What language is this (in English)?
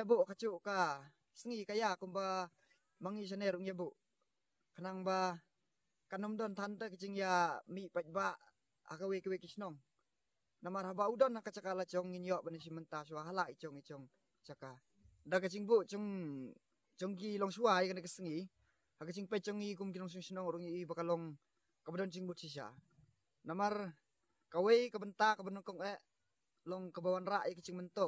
Khasi